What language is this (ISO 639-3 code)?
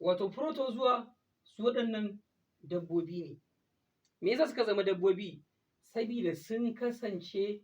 hau